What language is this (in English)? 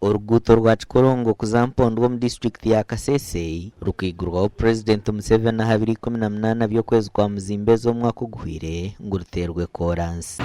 Nyankole